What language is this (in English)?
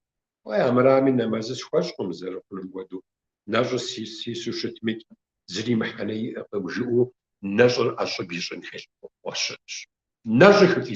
Kabardian